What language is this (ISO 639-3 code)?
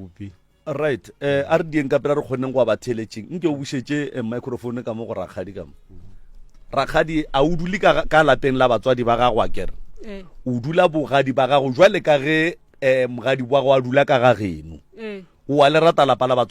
nso